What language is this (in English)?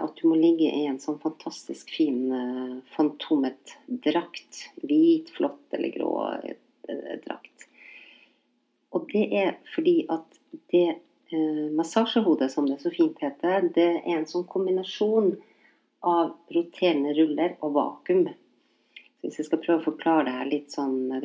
Norwegian